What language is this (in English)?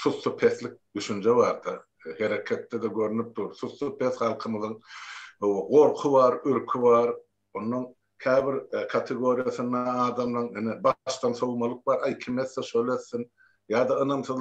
Turkmen